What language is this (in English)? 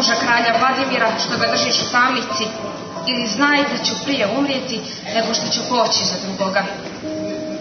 Serbian